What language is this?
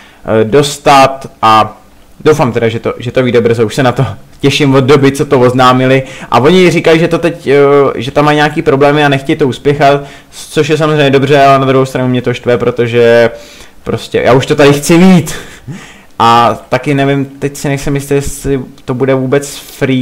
Czech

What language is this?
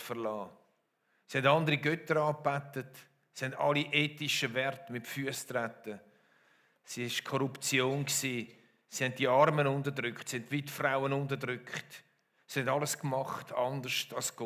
Swiss German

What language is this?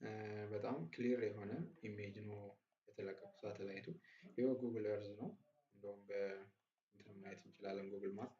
Amharic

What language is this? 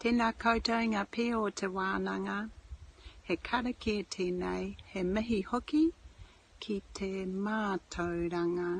Māori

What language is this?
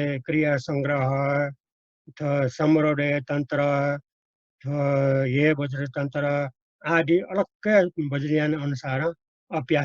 Newari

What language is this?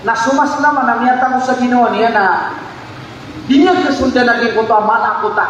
Maranao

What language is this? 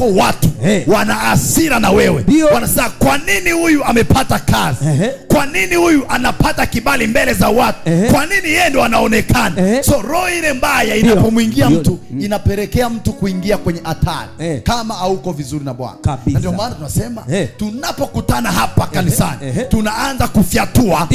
Swahili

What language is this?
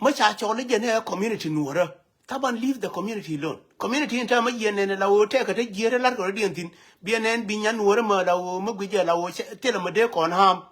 Nuer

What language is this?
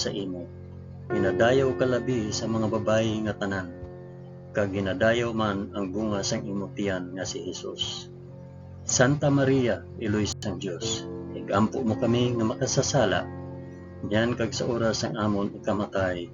Hiligaynon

